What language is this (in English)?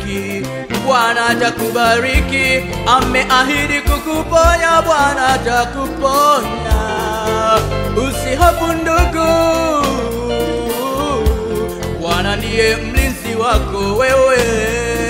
Swahili